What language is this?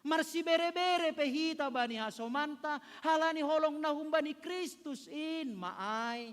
Batak Simalungun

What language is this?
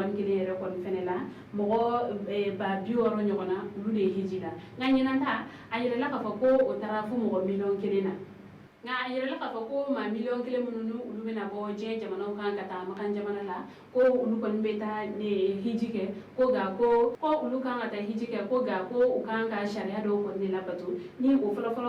Bambara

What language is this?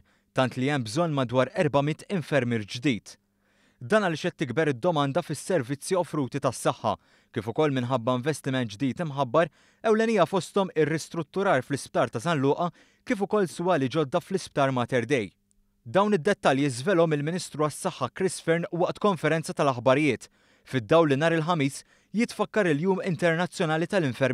Maltese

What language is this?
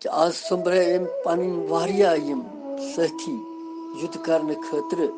Kashmiri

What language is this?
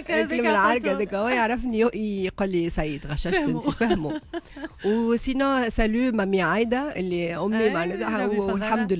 Tunisian Arabic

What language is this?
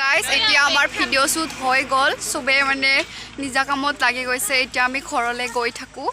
Assamese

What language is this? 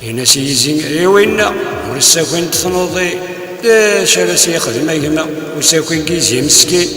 Kabyle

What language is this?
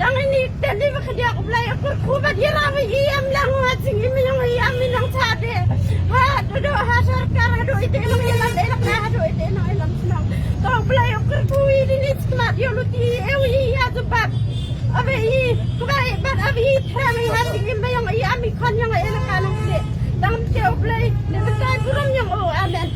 Khasi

